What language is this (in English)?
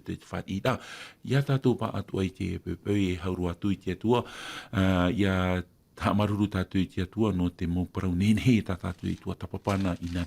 Tahitian